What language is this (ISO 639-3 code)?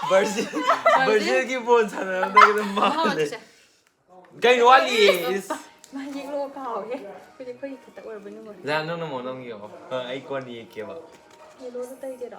mni